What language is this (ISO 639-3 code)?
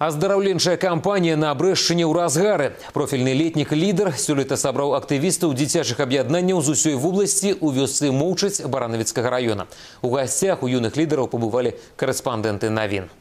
bel